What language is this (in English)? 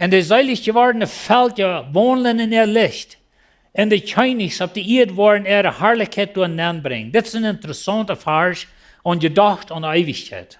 Plautdietsch